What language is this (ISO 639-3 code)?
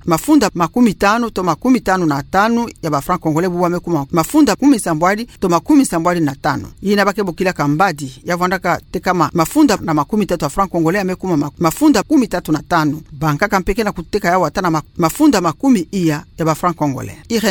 ktu